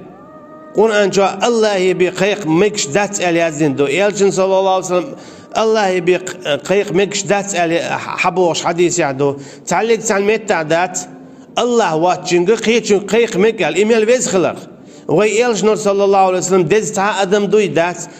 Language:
Chechen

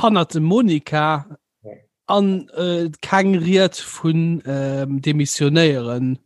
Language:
Luxembourgish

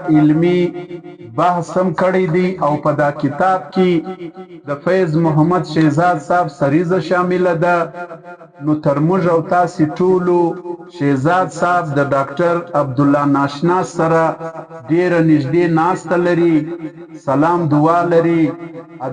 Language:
Pashto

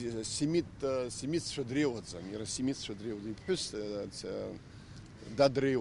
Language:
Abkhazian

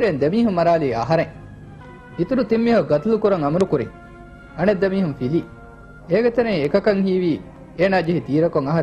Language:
Divehi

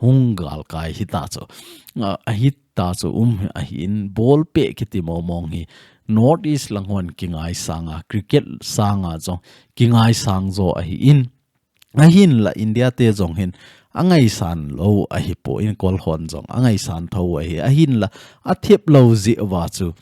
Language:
Thado Chin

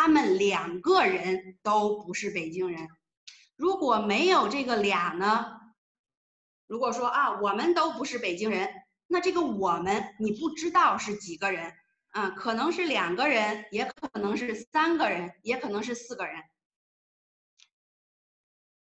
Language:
Chinese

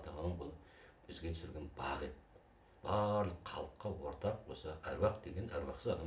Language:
Kazakh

